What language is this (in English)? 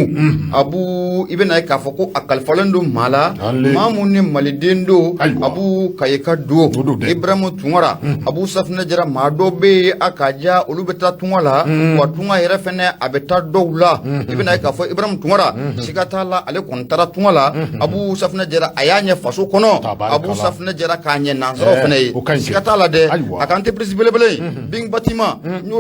Bambara